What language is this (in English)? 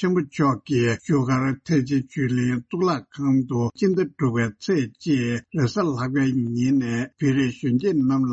Tibetan